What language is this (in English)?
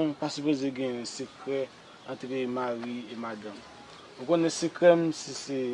Haitian Creole